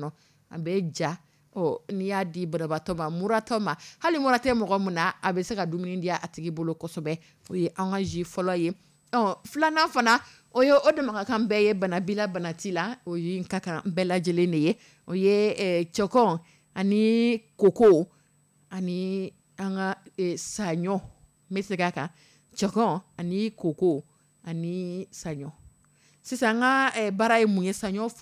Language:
Dyula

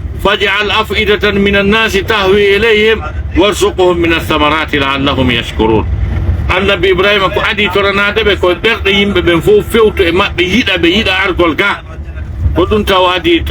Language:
Pular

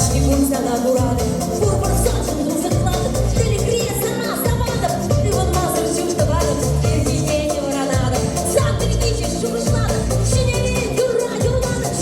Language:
Chuvash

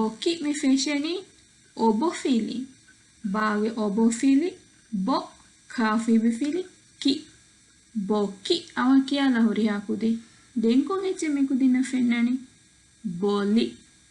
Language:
Divehi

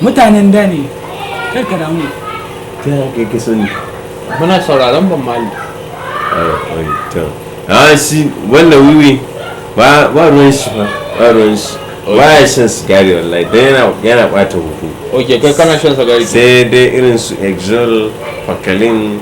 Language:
Hausa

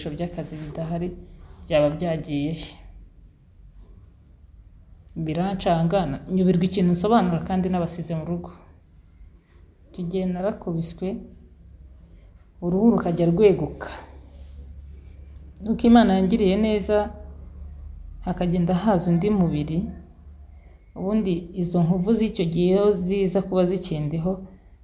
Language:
Kinyarwanda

